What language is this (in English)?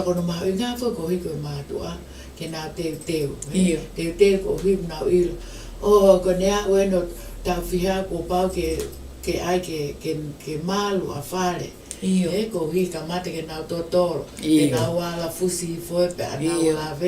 Tongan